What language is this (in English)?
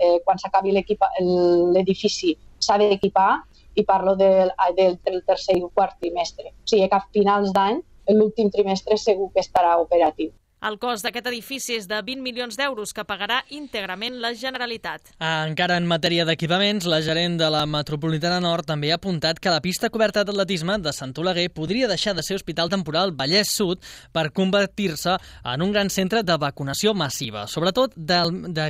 Catalan